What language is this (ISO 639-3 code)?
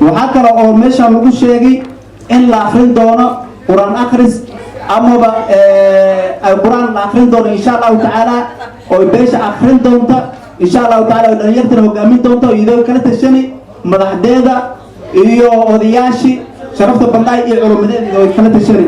som